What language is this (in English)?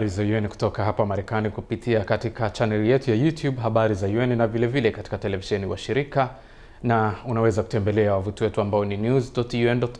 Swahili